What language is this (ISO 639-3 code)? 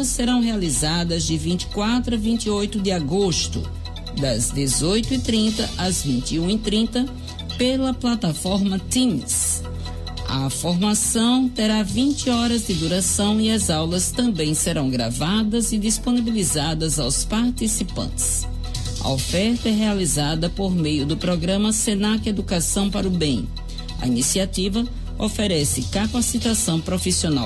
por